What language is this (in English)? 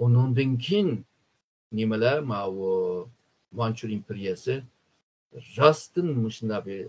Uyghur